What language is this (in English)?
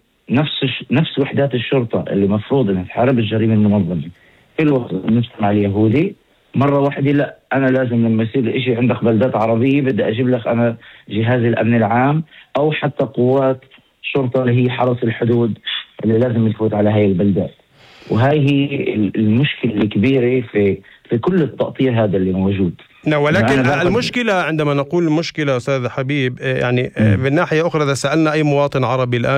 North Levantine Arabic